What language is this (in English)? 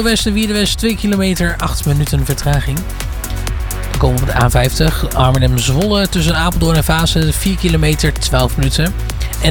Dutch